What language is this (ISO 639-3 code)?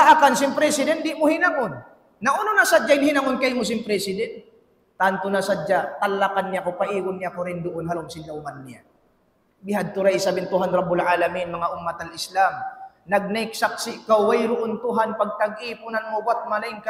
tsg